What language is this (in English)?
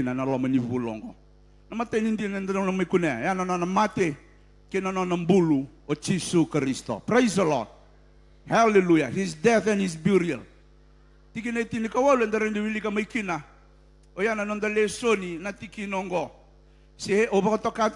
Fijian